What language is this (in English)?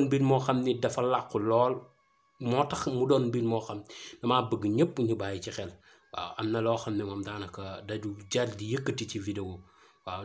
Wolof